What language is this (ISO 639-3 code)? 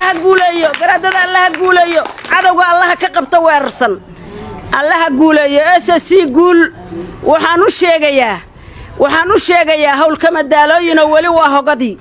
som